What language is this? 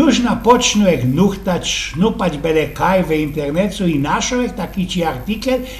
Silesian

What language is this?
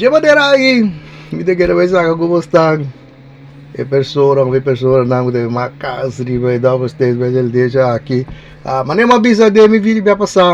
Papiamento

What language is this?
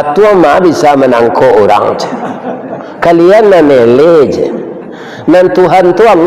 Minangkabau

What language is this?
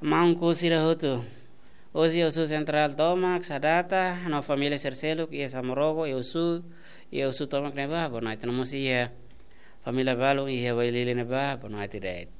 Tetum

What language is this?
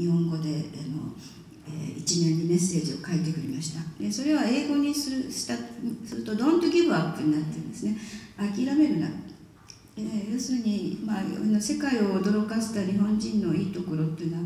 Japanese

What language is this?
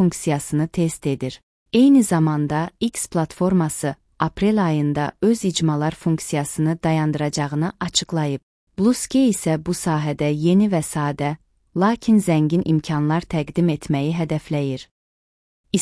Azerbaijani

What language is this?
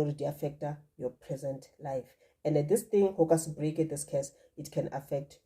Northern Sotho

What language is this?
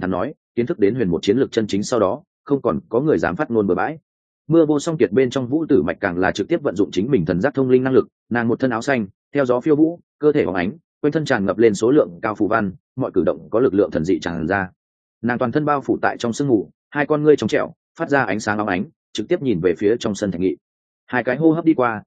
Vietnamese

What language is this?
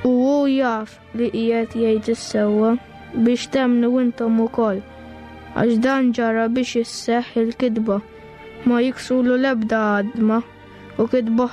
Maltese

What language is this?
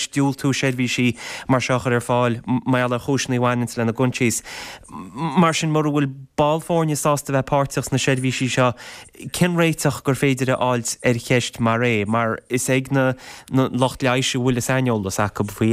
Irish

